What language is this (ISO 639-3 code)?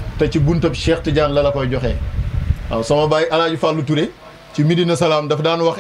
wol